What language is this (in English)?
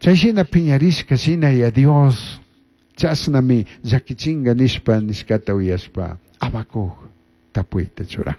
Chimborazo Highland Quichua